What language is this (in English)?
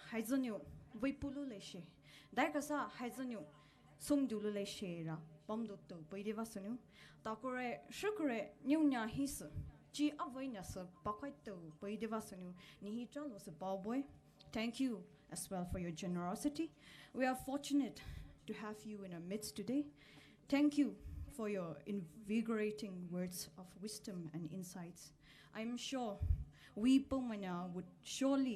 Poumei Naga